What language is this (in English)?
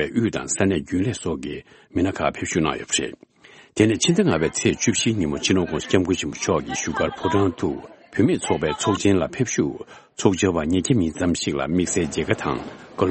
Tibetan